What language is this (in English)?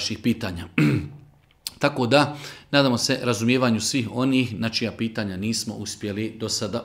Bosnian